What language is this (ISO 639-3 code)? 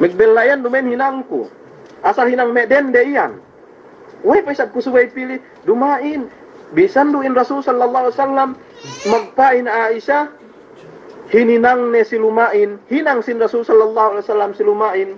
yka